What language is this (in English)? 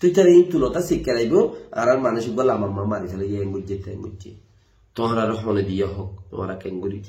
Rohingya